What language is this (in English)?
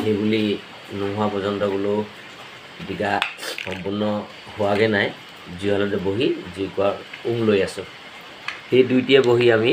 Assamese